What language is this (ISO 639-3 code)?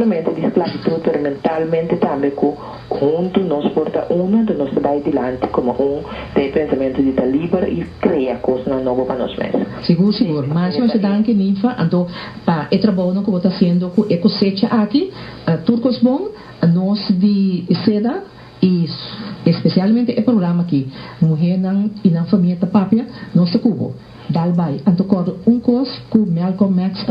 pap